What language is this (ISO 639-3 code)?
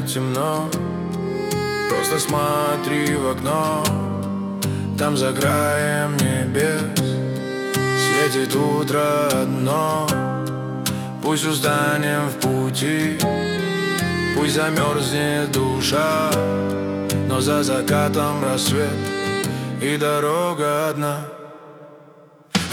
rus